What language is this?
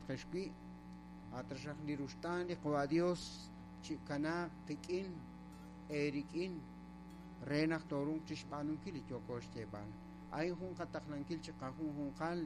Kekchí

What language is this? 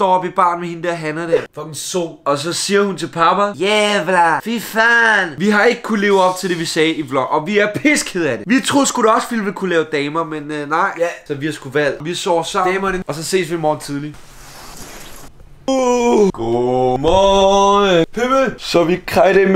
Danish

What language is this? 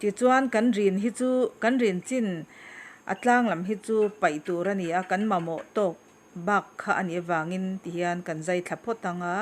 Mizo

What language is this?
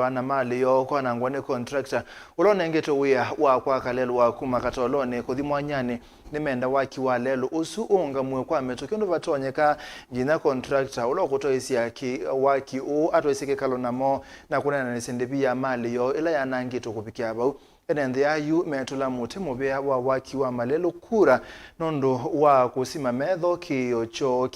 Kamba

